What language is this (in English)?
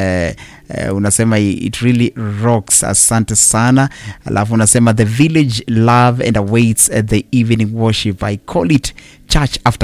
Swahili